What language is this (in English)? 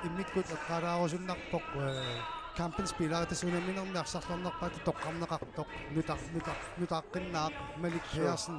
Kalaallisut